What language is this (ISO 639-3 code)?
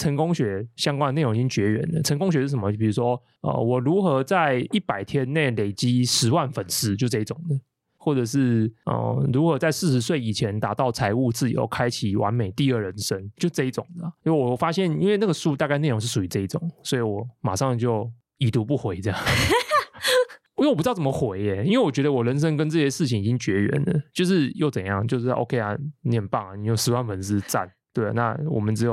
zho